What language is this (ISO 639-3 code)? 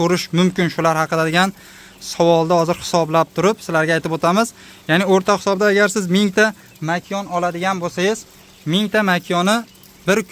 uzb